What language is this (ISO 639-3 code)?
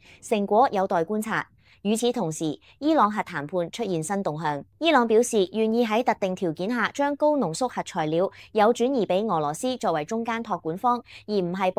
yue